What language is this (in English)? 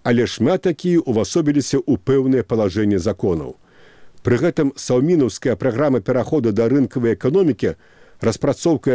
Belarusian